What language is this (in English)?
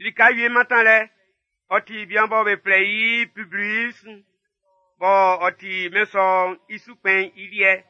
Baoulé